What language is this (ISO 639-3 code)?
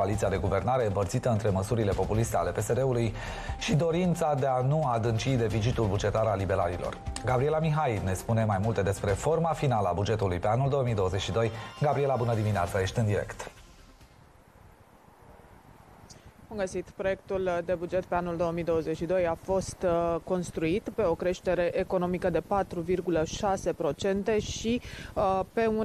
ron